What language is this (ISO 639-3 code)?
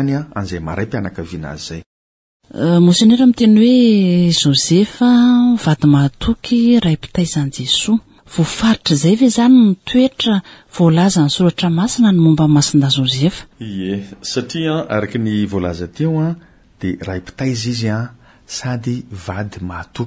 mlg